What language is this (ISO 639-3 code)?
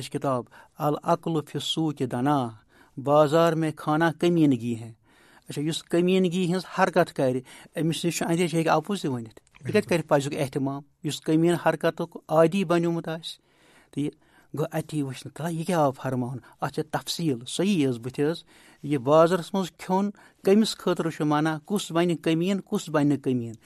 kas